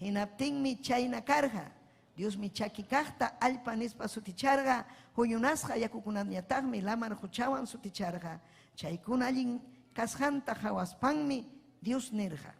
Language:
Ayacucho Quechua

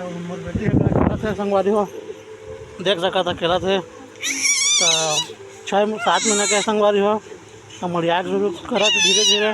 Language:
Chhattisgarhi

